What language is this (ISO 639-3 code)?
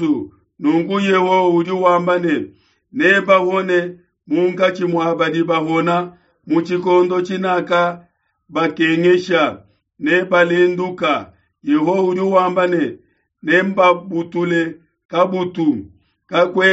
lua